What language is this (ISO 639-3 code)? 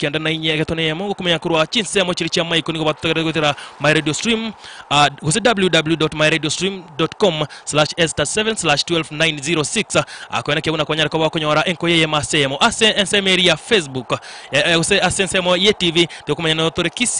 guz